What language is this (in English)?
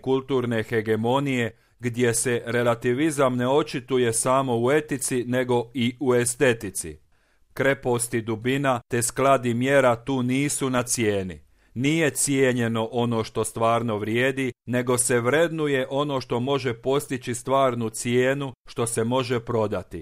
Croatian